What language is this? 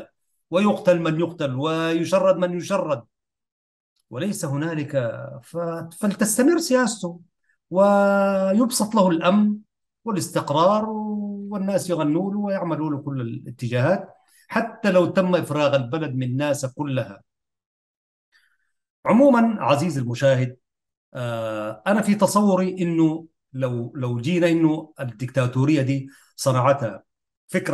Arabic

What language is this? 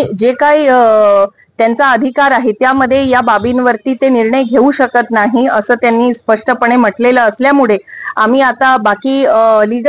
Marathi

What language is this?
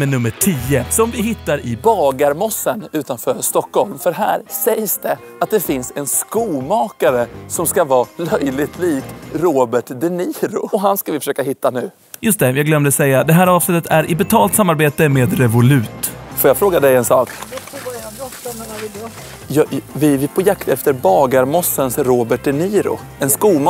Swedish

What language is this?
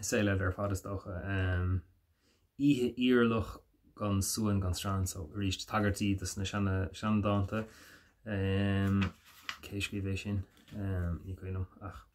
Irish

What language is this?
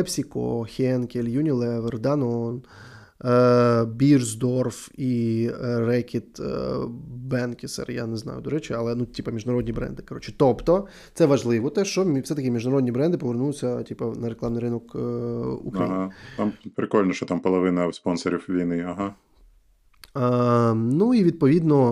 Ukrainian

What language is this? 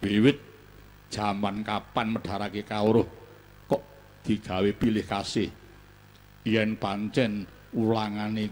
Javanese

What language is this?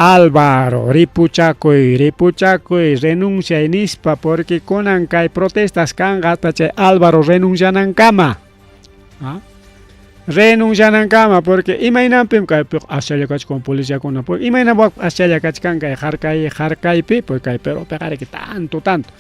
Ayacucho Quechua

